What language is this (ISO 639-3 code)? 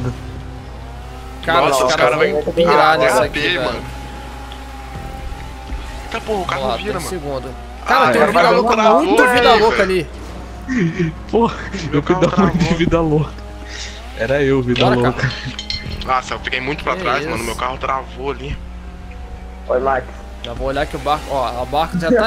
por